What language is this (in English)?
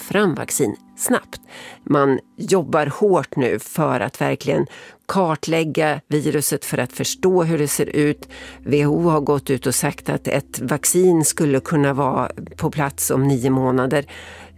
Swedish